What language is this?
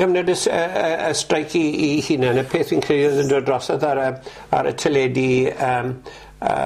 Welsh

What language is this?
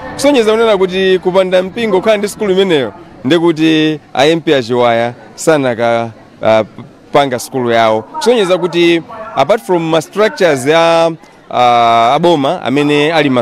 Nyanja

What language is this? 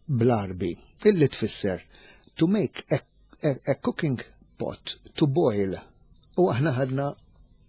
Maltese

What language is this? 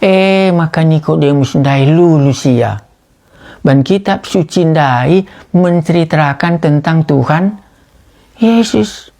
Batak Karo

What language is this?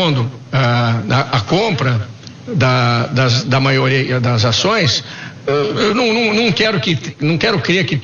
Portuguese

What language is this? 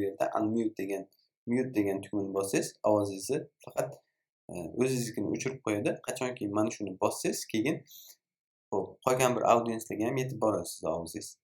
Uzbek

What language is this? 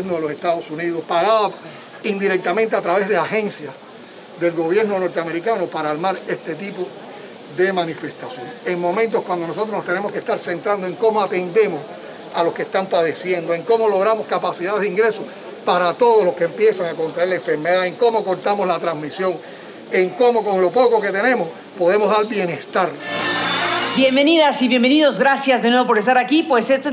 Spanish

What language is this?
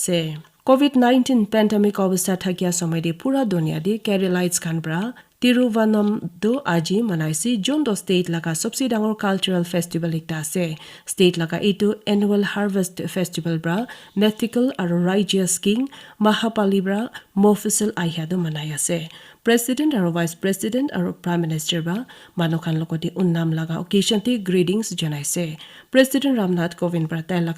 Naga Pidgin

